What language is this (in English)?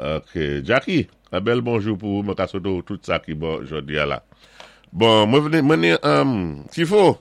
Saint Lucian Creole French